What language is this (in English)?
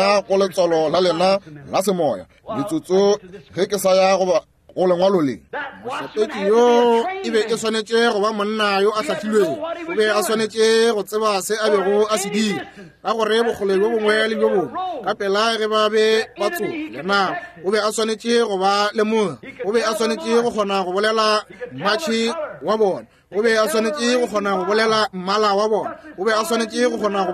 Northern Sotho